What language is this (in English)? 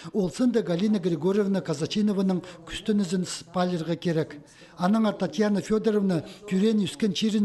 Khakas